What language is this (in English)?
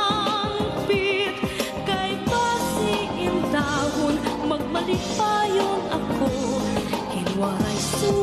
Waray